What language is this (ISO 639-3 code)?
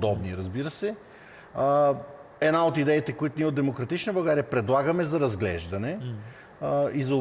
bul